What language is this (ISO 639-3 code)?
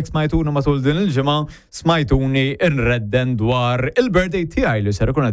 mlt